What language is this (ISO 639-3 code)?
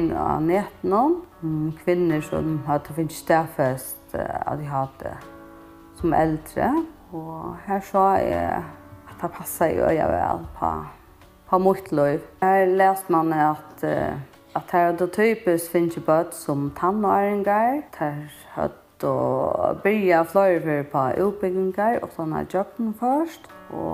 fao